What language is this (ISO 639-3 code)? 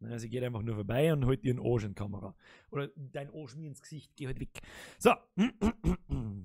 bar